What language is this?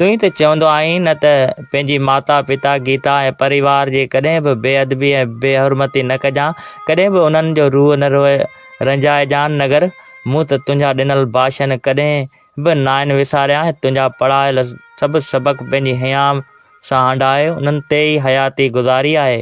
Sindhi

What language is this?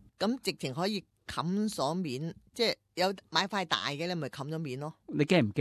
Cantonese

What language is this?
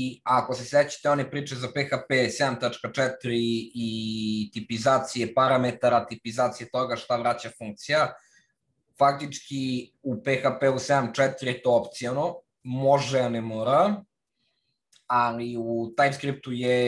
Serbian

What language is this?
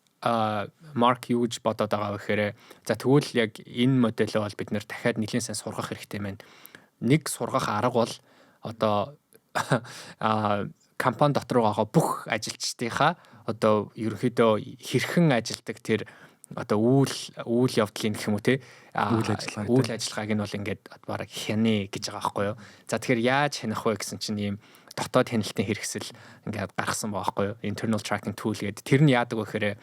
Mongolian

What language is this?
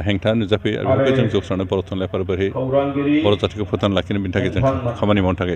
Bodo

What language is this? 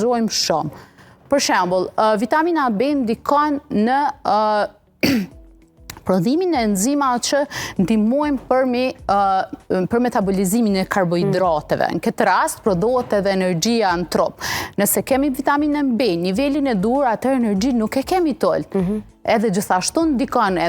Albanian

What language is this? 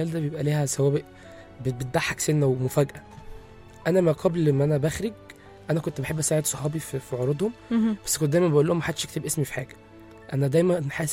Egyptian Arabic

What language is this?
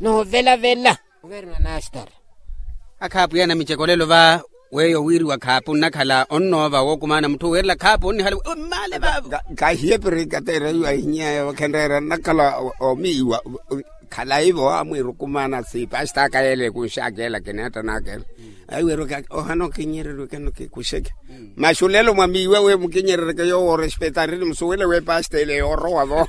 Makhuwa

